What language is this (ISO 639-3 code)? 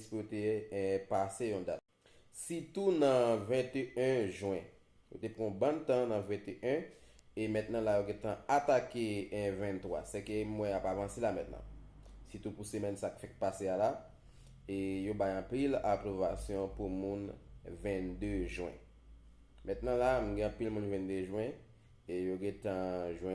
hat